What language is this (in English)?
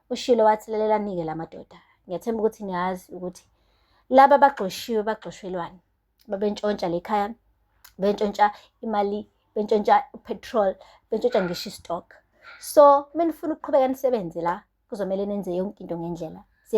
Zulu